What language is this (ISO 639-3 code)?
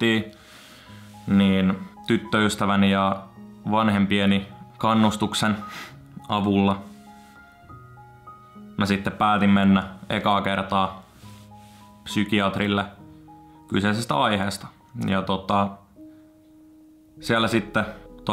fin